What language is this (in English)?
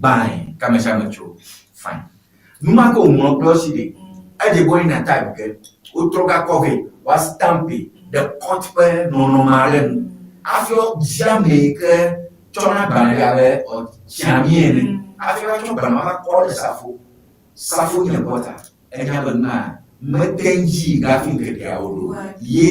Ewe